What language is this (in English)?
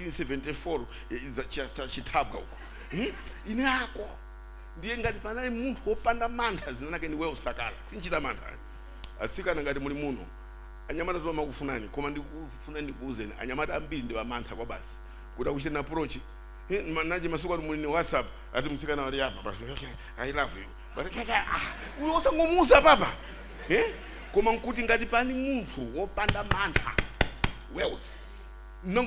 Nyanja